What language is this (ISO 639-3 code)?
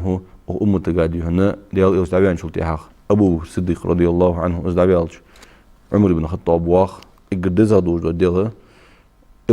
inh